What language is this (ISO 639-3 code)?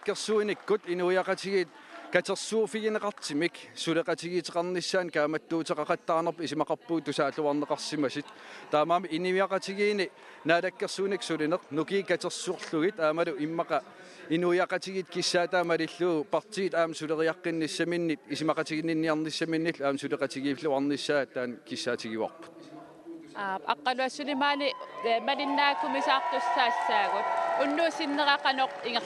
kal